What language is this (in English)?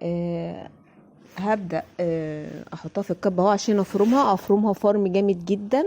Egyptian Arabic